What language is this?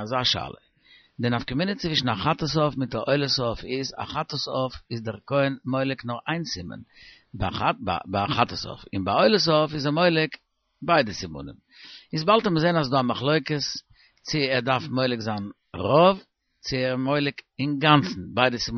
Yiddish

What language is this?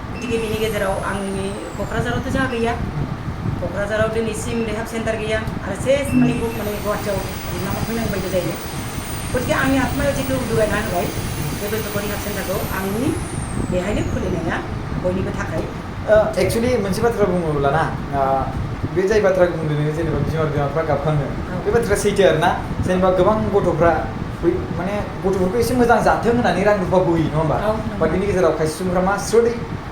Bodo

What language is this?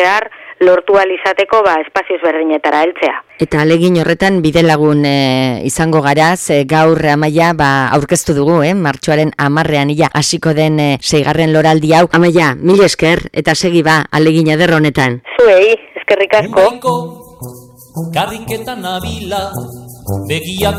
Basque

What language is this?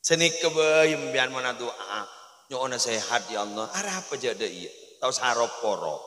Madurese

